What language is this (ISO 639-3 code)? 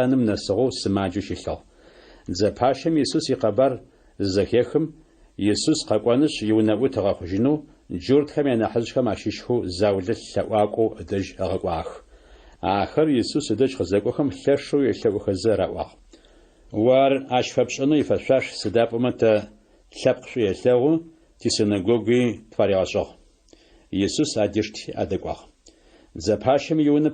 ady